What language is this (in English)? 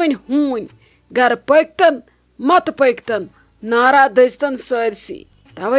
Kashmiri